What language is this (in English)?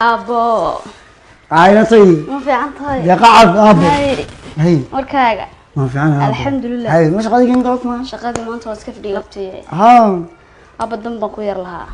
Somali